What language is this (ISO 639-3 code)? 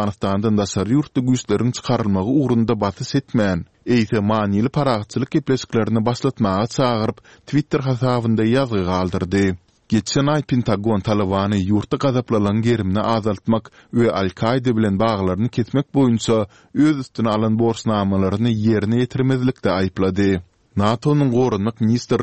tuk